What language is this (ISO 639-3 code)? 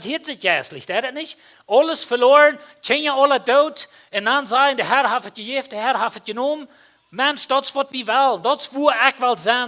pdt